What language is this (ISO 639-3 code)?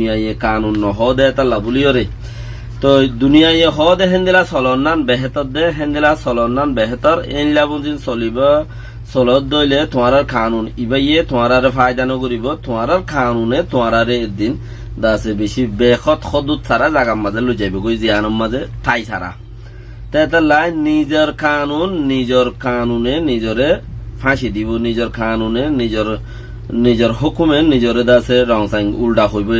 rhg